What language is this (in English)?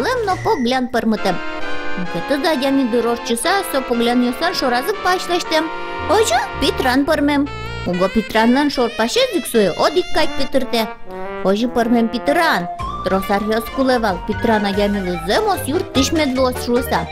Udmurt